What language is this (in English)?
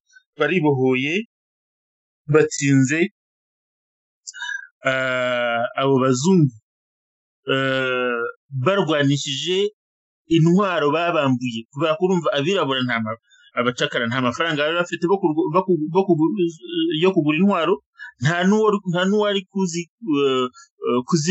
Kinyarwanda